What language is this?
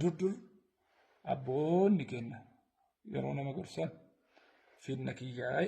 Oromo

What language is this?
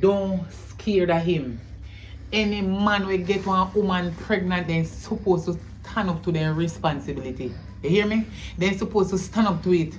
Jamaican Creole English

